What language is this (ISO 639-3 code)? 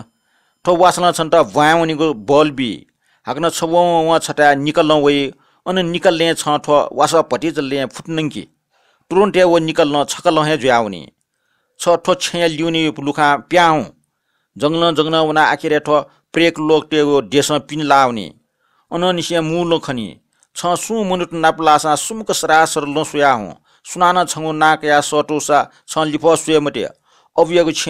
new